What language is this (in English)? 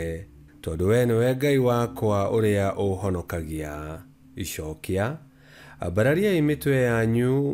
Kikuyu